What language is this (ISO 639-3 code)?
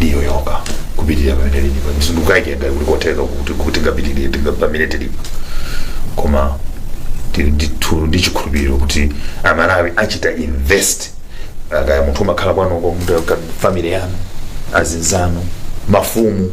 nya